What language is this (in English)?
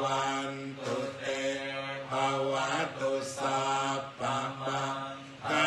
Pali